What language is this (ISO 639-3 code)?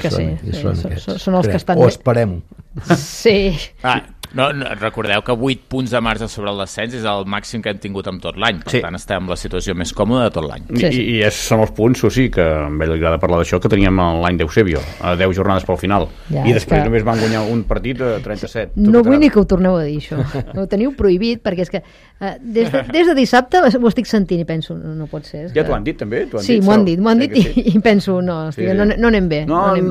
cat